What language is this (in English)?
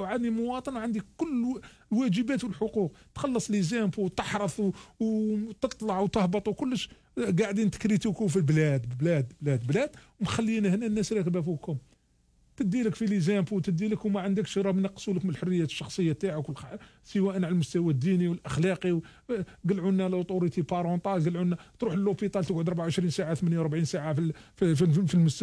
Algerian Arabic